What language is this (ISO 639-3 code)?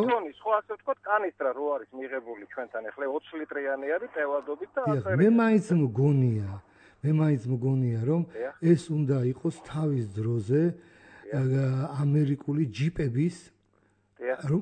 kat